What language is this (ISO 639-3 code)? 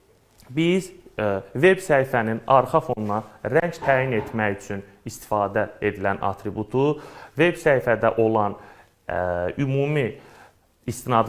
aze